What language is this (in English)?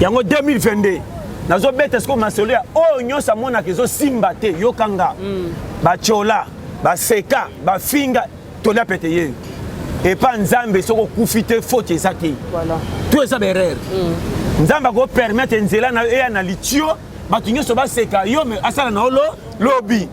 Lingala